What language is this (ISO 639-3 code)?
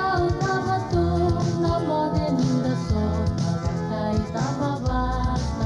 fij